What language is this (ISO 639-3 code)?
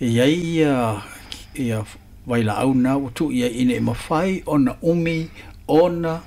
smo